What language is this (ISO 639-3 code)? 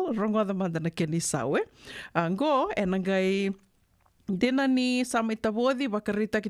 fij